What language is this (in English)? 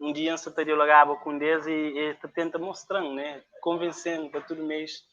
Kabuverdianu